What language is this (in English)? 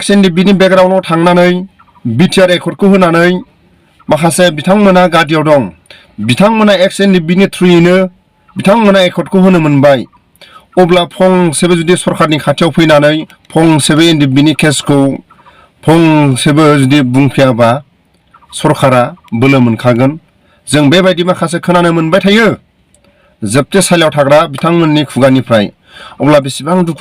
Bodo